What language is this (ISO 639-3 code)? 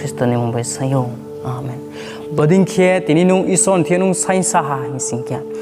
ria